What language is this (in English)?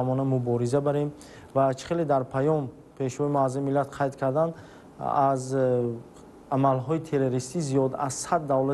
Tajik